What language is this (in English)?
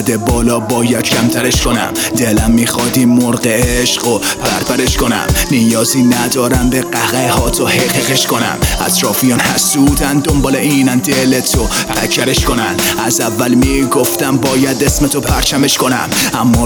Persian